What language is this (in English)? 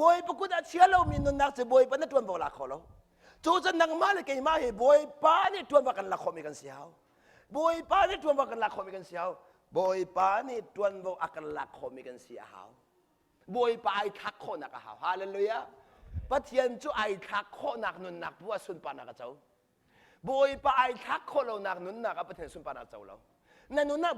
Hakha Chin